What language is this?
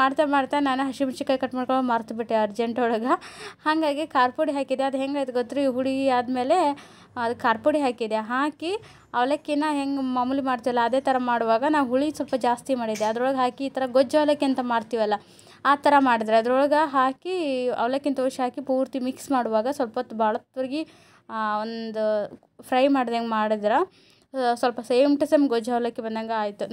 Kannada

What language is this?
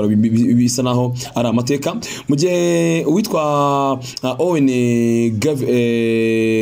Kinyarwanda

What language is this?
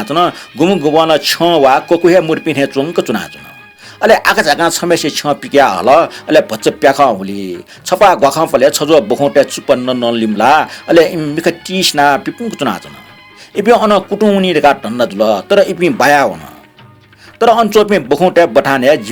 Newari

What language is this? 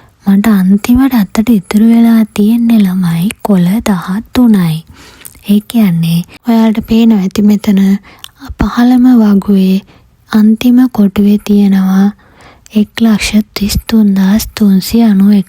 Sinhala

